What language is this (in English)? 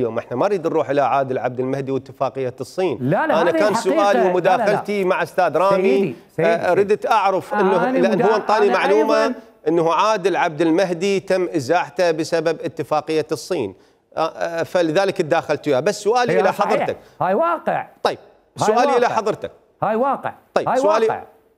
Mesopotamian Arabic